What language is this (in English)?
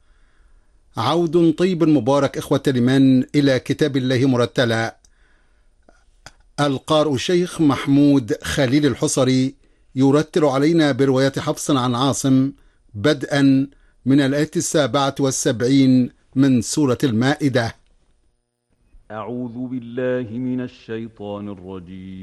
Arabic